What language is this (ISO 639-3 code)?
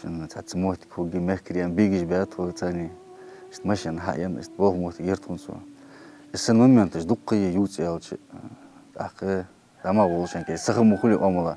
inh